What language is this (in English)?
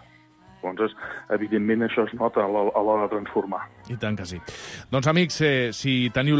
Catalan